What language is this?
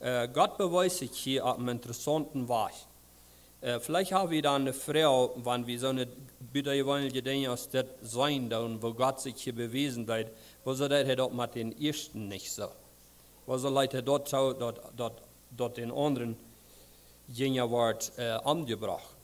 Plautdietsch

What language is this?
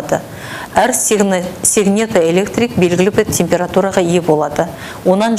Kazakh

